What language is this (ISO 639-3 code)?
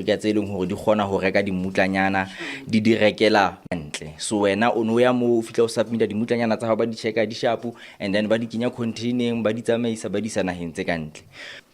sot